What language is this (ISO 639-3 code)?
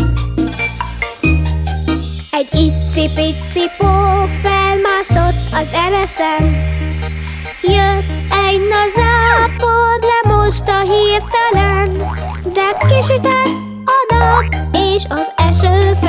hun